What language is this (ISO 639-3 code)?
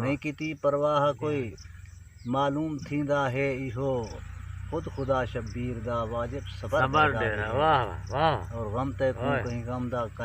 skr